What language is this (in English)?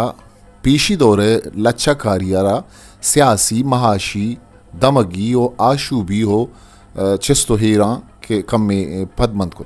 Eastern Balochi